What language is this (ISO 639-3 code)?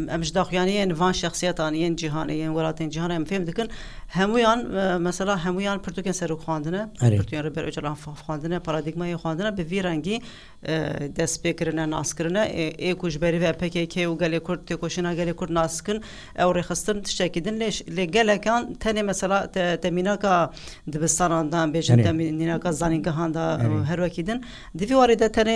kur